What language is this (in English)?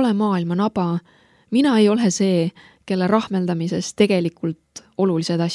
Estonian